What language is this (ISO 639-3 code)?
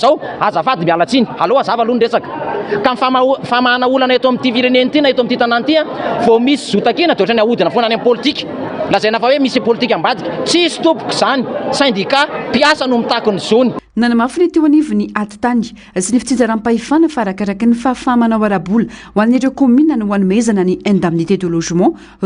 mlg